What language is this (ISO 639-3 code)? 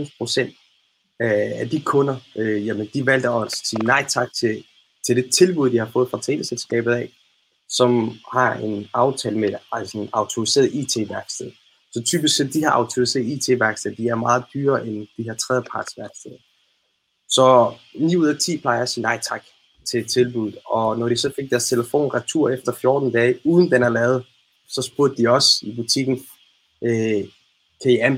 dan